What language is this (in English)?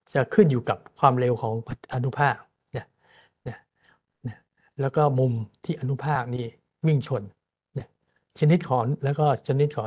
Thai